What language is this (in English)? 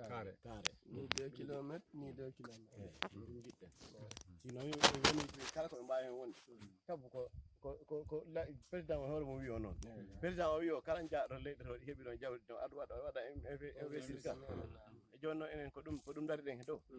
Fula